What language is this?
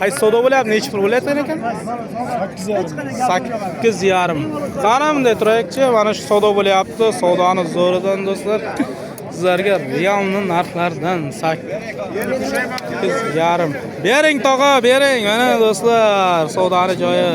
Uzbek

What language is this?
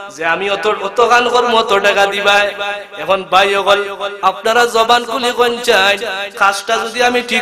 Sylheti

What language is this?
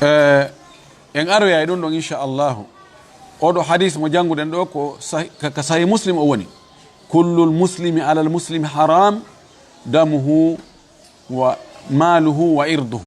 Fula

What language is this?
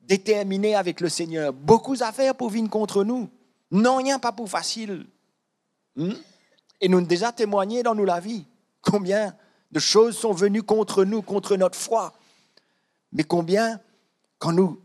Morisyen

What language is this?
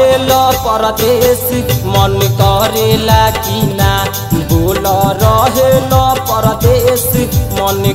Bhojpuri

